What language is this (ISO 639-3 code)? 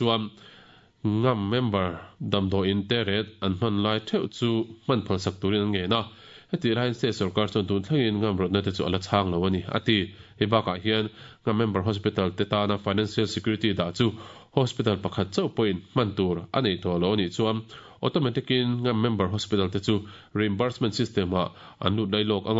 lus